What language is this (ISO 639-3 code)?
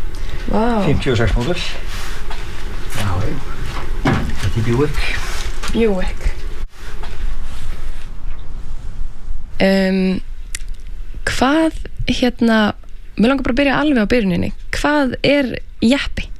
isl